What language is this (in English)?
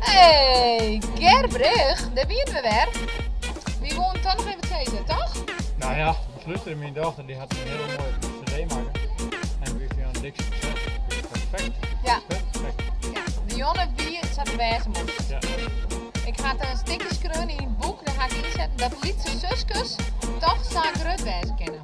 Western Frisian